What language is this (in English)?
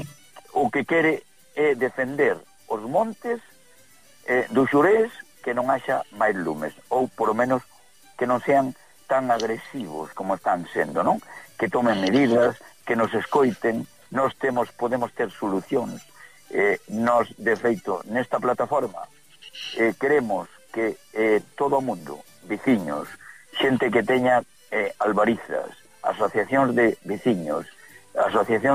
Galician